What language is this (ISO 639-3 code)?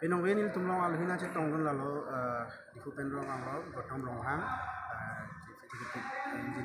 mjw